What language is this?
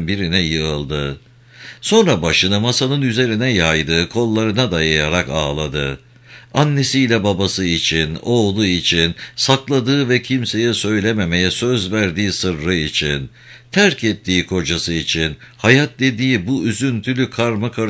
Turkish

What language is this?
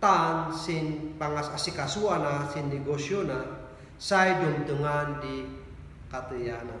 Kankanaey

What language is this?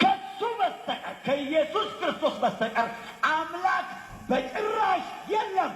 Amharic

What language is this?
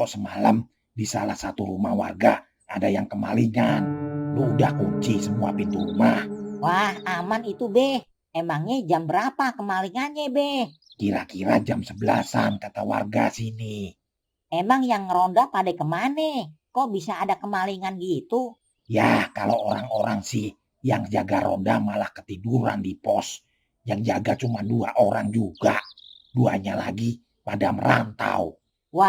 Betawi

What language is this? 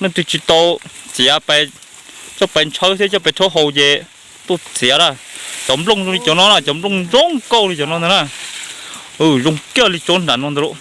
Hmong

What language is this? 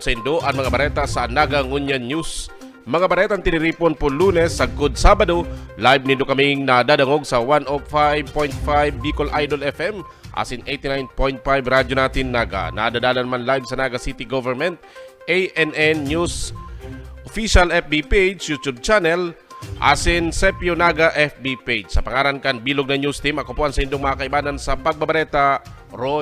Bikol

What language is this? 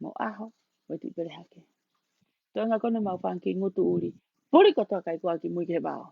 Tongan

